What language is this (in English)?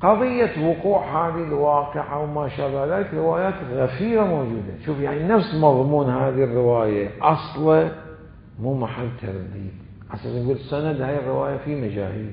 Mesopotamian Arabic